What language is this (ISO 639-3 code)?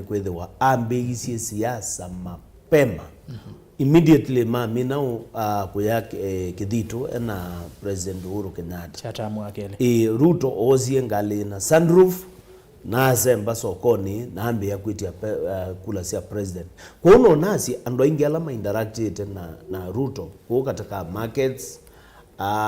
kam